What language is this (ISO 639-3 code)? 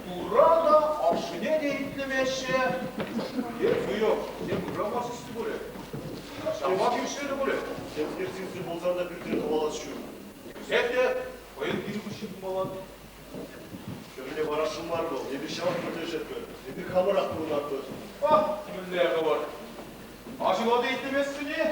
chv